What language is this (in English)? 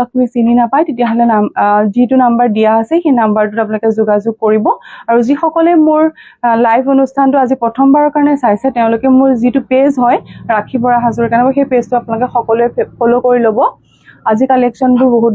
Assamese